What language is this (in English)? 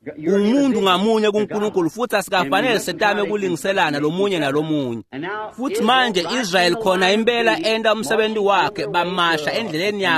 Swati